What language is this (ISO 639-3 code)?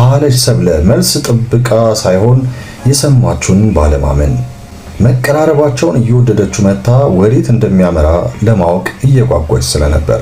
amh